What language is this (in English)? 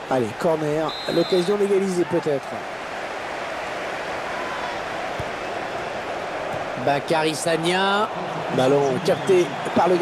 French